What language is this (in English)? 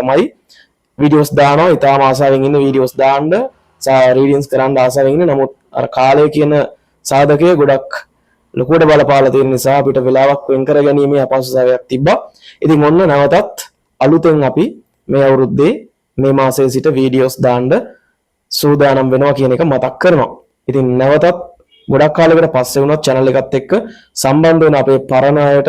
Sinhala